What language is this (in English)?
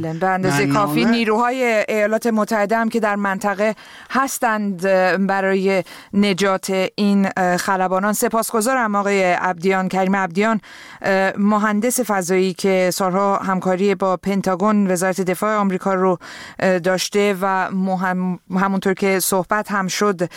Persian